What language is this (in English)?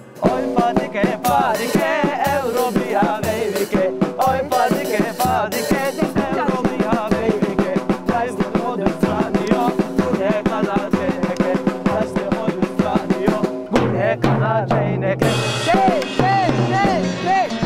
Zaza